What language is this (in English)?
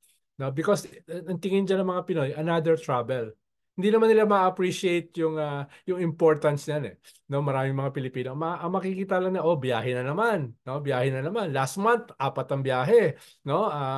Filipino